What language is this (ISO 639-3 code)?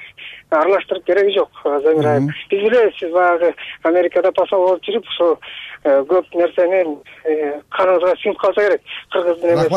kir